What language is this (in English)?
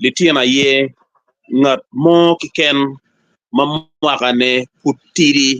Acoli